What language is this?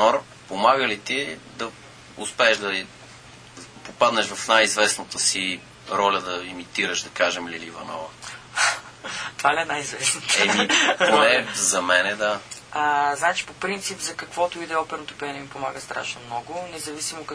Bulgarian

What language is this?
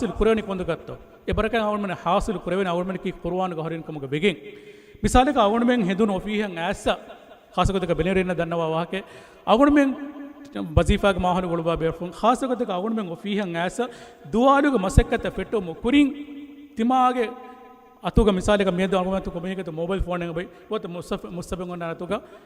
Divehi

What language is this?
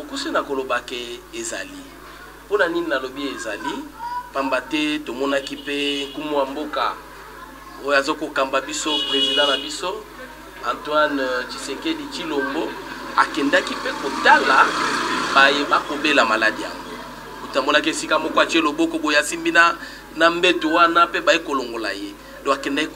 Lingala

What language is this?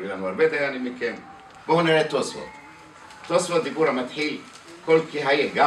Hebrew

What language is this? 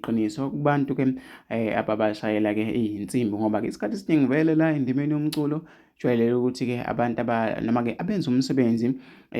Zulu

